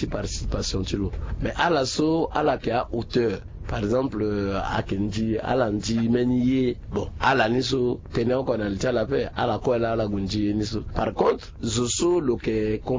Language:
Sango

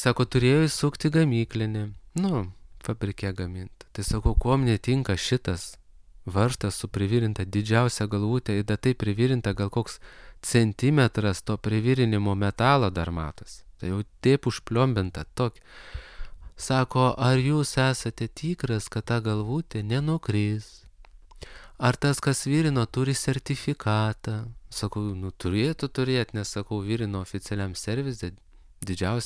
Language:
Lithuanian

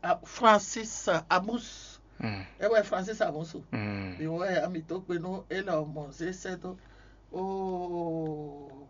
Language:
Fon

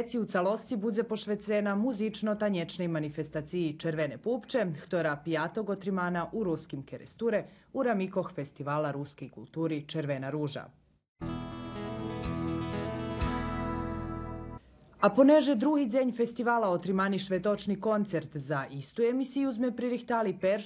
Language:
Rusyn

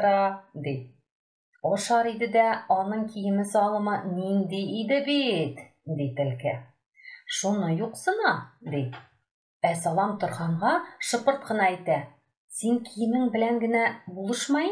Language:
Tatar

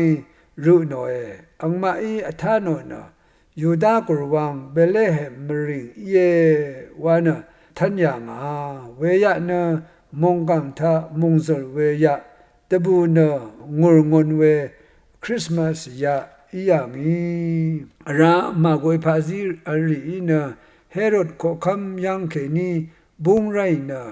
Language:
Rawang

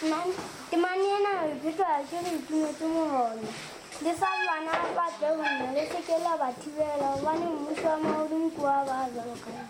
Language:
Southern Sotho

